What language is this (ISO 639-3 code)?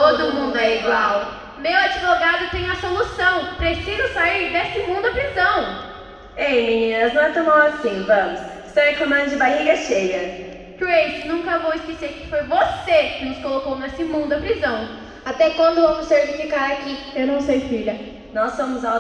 por